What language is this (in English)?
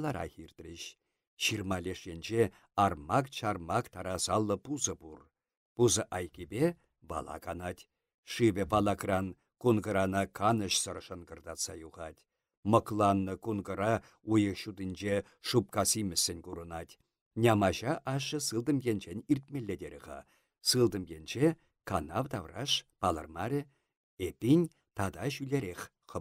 Chuvash